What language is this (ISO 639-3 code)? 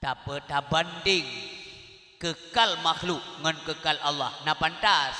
ace